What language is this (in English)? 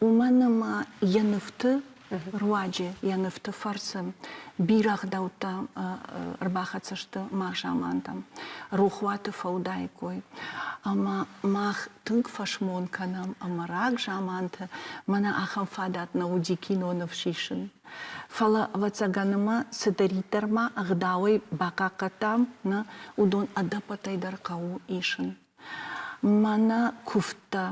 Ossetic